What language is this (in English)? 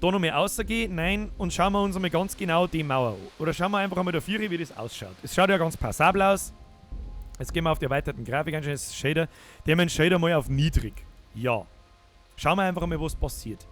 Bavarian